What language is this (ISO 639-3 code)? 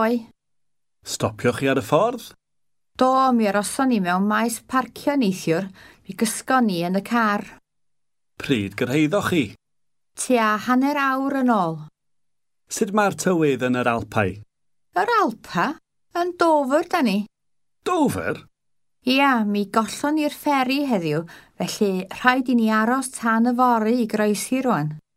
cym